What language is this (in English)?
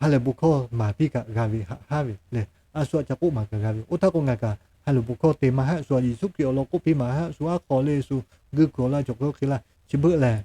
Lahu